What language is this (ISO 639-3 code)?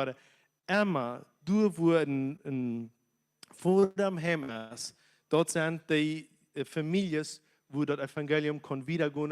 pdt